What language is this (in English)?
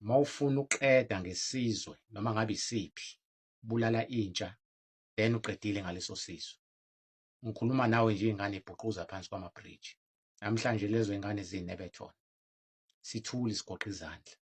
Zulu